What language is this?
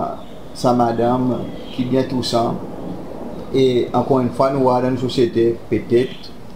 Seselwa Creole French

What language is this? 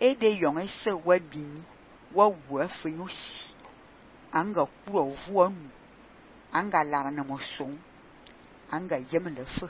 Fang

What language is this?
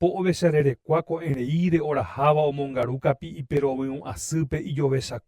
Guarani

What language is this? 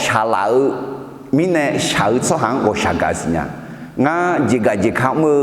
Akha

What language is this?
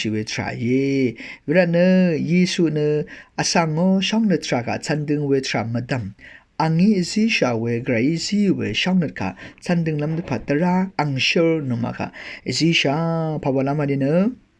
Rawang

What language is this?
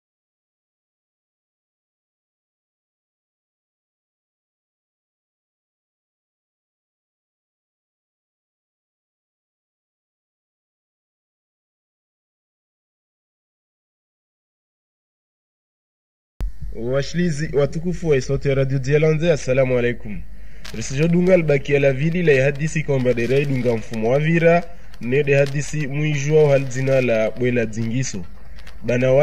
Swahili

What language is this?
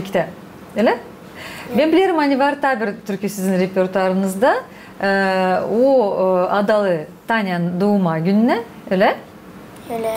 Gagauz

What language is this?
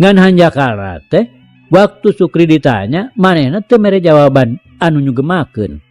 Sundanese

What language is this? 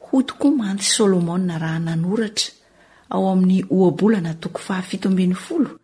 Malagasy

